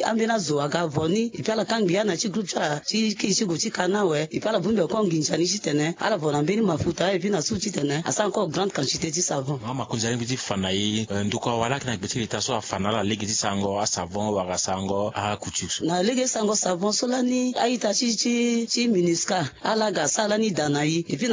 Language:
Sango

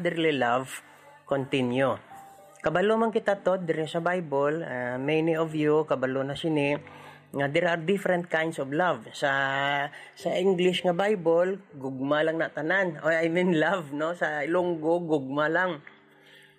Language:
Hiligaynon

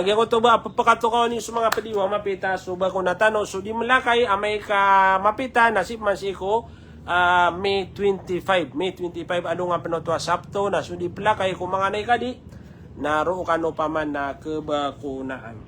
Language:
Maranao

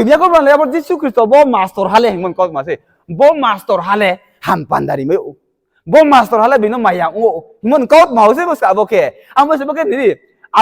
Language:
Riang (India)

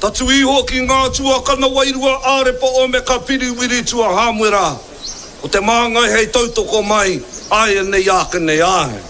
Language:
Māori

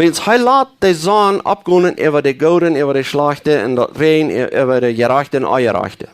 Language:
Plautdietsch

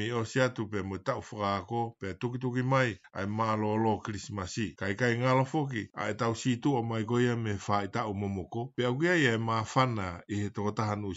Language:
Tongan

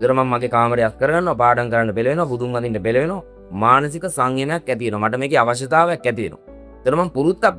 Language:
Sinhala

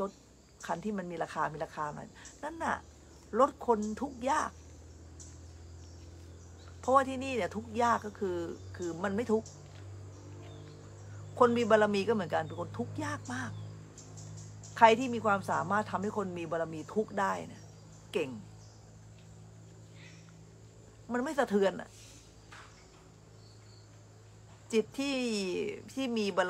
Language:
Thai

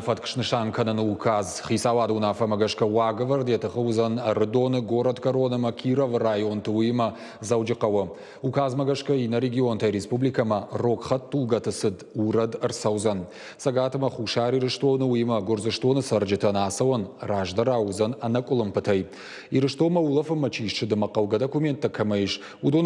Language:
Ossetic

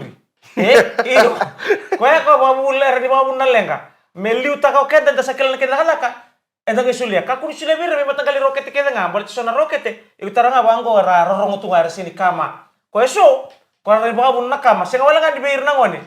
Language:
Fijian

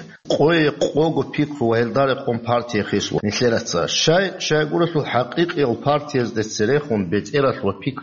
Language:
Avaric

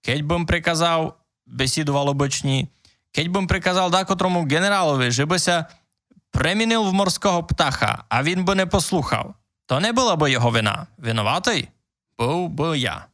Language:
Rusyn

